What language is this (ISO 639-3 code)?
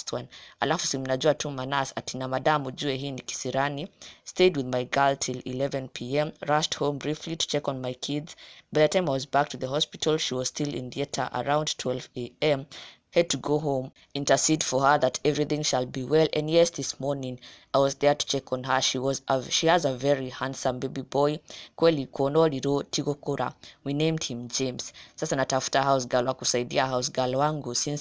kik